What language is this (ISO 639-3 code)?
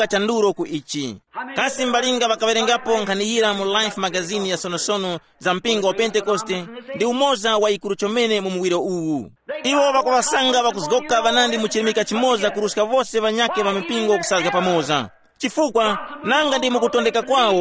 tum